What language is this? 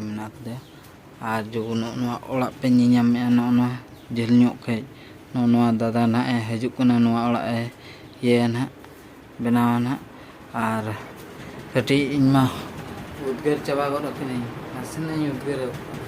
Santali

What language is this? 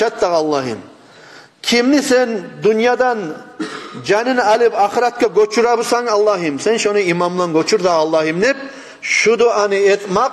Kumyk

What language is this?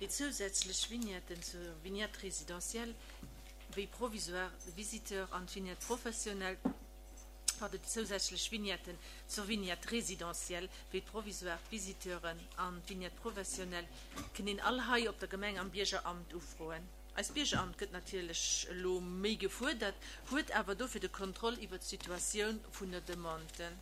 Luxembourgish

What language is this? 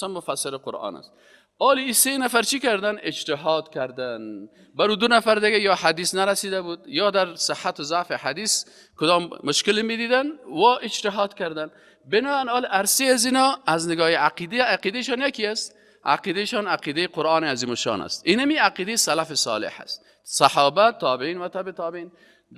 Persian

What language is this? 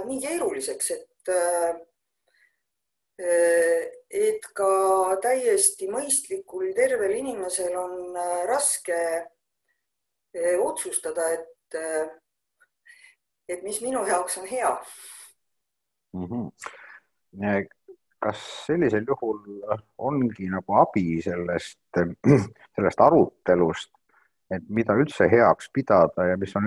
Estonian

